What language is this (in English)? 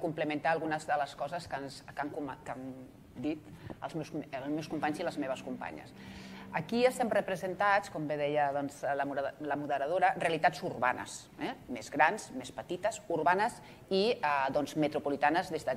Catalan